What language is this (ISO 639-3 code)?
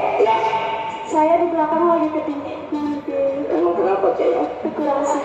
bew